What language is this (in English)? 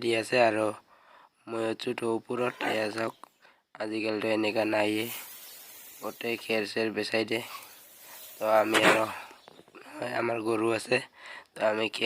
Assamese